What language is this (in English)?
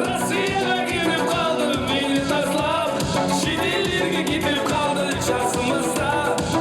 Kara-Kalpak